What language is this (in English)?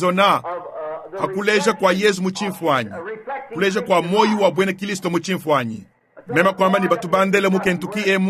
Luba-Lulua